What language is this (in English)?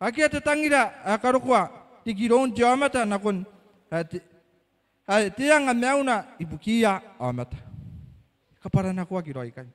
Gilbertese